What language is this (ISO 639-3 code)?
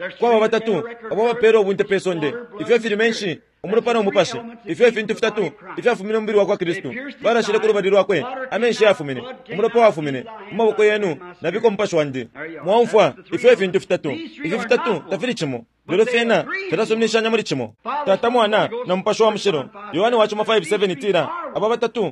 bem